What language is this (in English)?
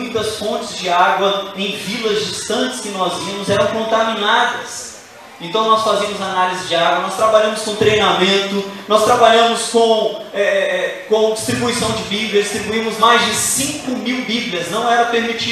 Portuguese